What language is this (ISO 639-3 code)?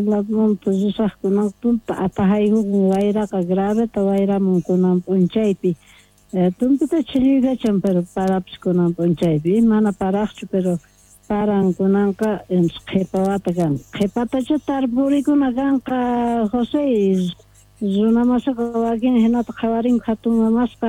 quh